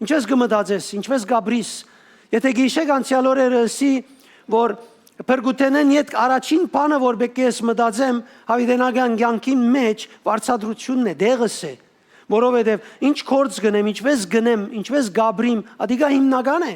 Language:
Western Armenian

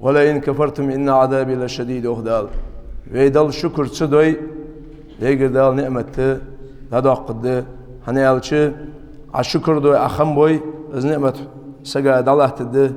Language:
Ingush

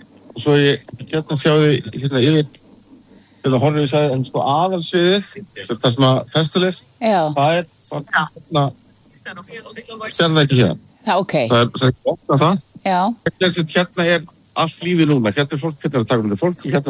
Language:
Icelandic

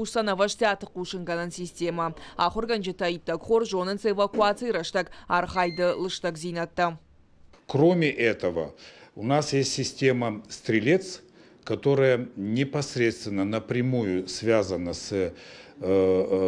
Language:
Ossetic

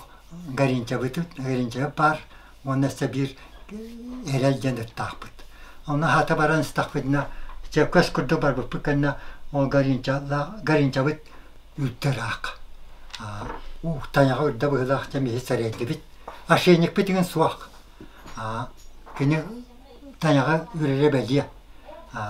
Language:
Yakut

